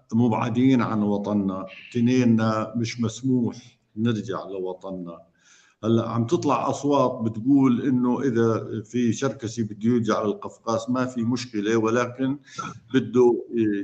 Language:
North Levantine Arabic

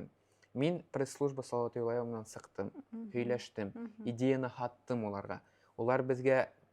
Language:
Bashkir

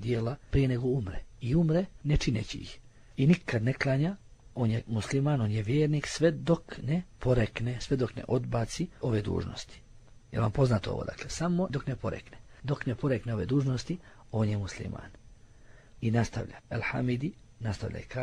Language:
Bosnian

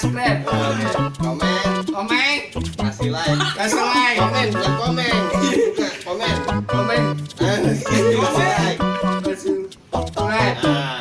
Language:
Betawi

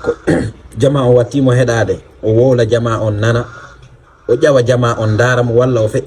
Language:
Fula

